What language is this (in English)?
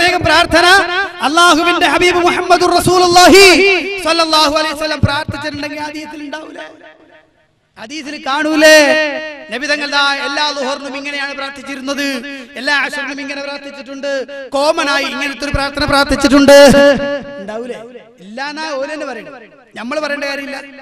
Malayalam